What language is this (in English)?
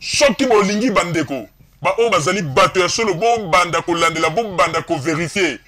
Lingala